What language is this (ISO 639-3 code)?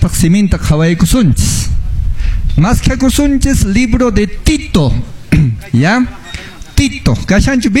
que